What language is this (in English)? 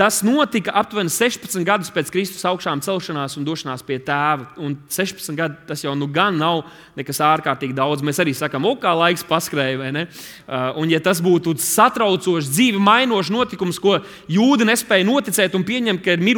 Latvian